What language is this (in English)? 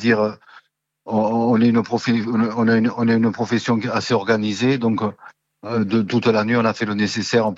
French